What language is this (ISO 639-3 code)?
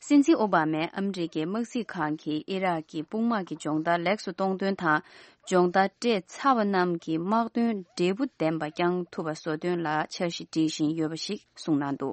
bod